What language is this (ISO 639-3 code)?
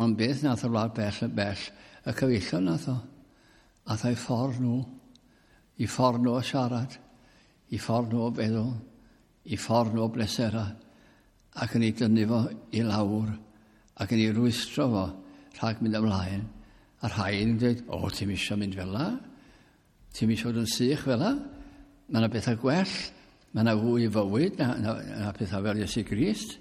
cym